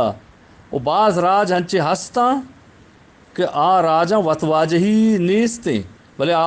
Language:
Eastern Balochi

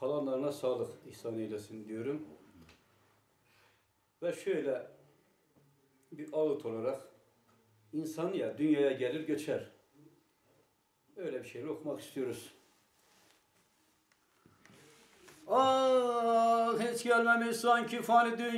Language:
Turkish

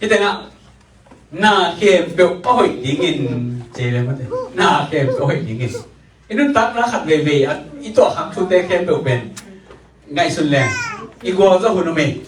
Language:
Tedim Chin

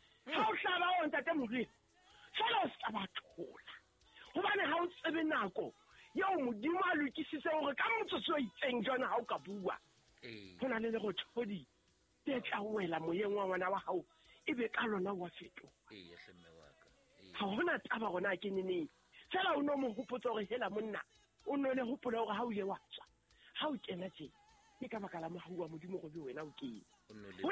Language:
Southern Sotho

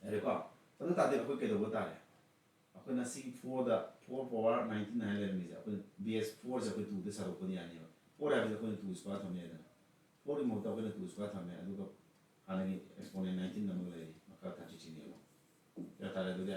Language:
Manipuri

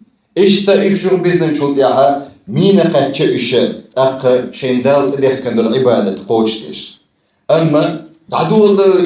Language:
Chechen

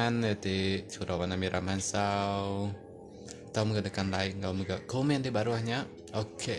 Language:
Iban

